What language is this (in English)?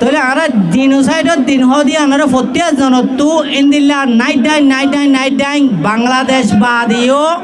Rohingya